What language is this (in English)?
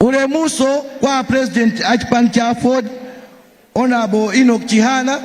Nyanja